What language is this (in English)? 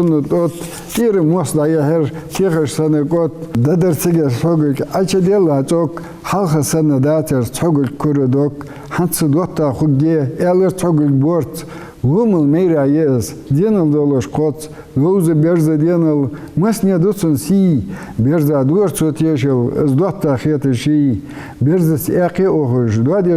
Ingush